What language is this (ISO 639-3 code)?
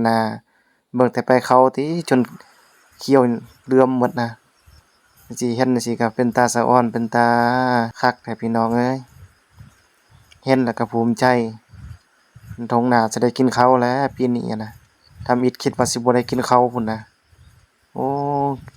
lao